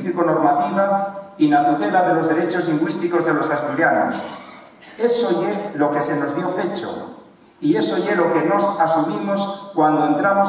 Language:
Asturian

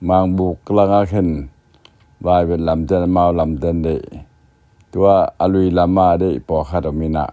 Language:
Tedim Chin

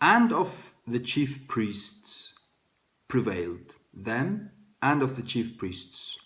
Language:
Faroese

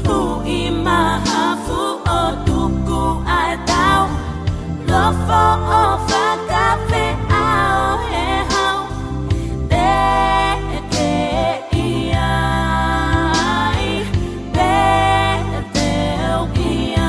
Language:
Tongan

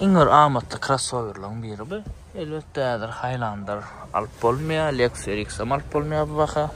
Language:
Turkmen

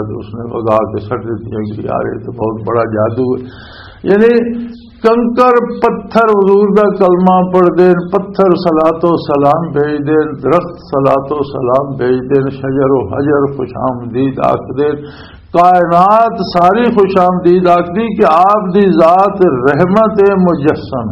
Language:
Western Panjabi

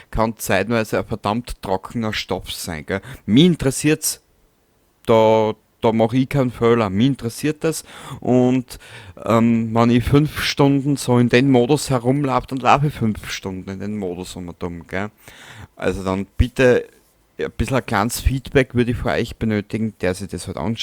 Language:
Bavarian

